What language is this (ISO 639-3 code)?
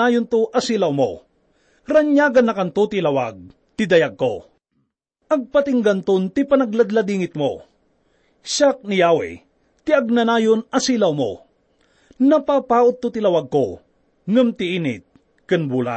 ilo